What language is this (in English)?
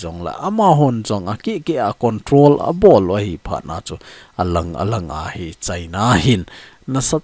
Thado Chin